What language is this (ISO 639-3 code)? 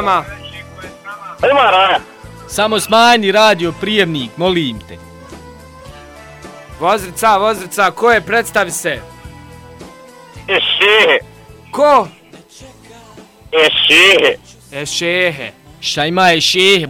bos